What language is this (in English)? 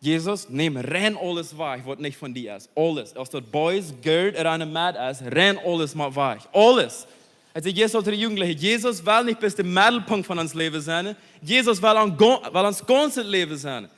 Plautdietsch